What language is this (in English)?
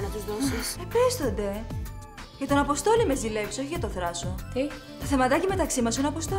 Greek